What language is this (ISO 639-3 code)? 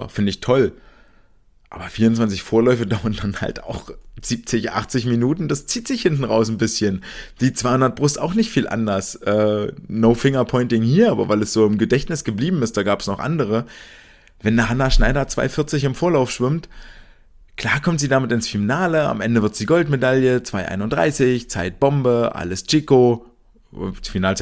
deu